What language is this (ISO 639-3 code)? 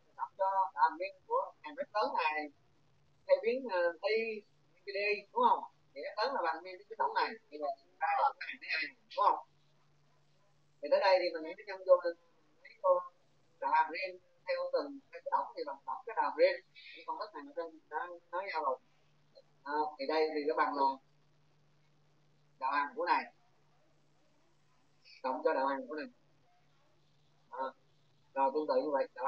vie